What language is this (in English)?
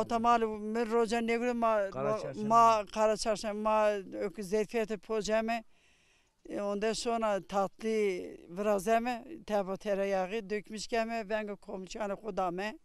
Zaza